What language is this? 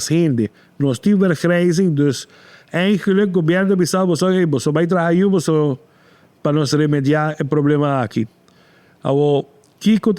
Papiamento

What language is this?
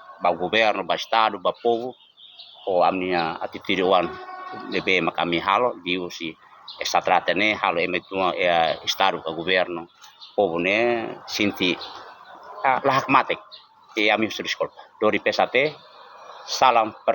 Tetum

